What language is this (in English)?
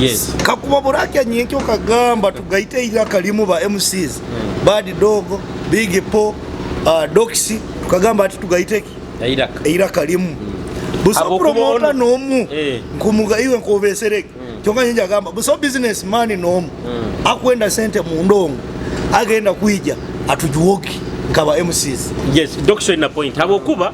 Nyoro